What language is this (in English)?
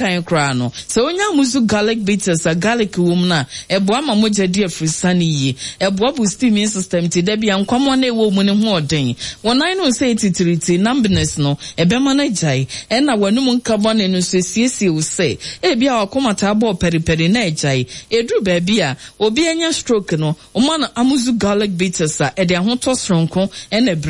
Akan